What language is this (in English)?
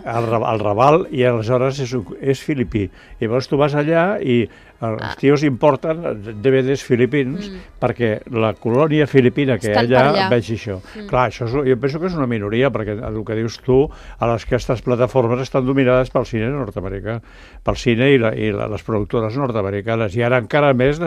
Catalan